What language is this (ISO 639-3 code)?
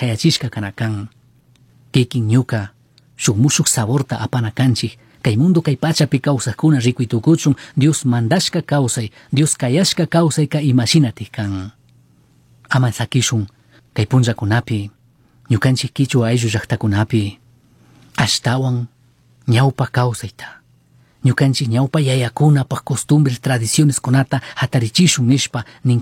qug